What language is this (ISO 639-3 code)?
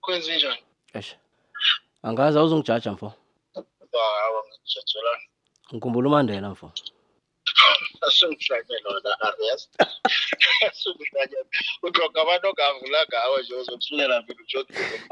zul